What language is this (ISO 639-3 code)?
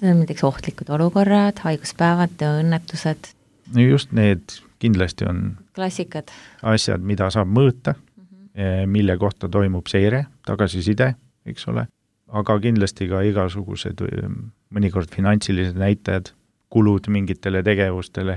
est